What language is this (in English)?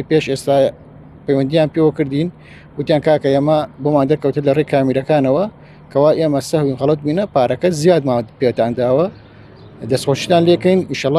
Central Kurdish